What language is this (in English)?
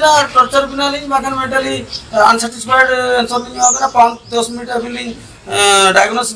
Santali